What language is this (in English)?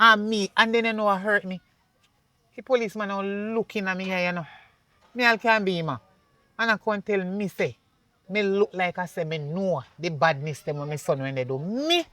Jamaican Creole English